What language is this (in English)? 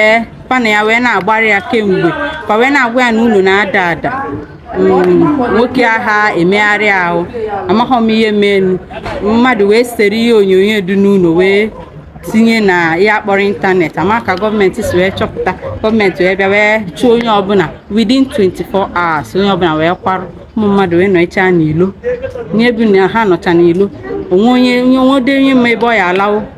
Igbo